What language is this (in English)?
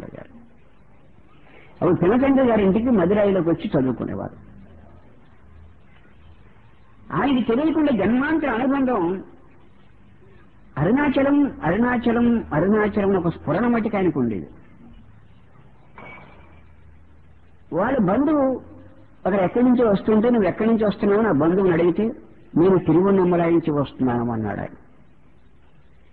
Telugu